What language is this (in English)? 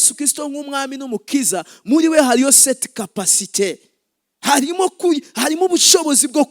Rundi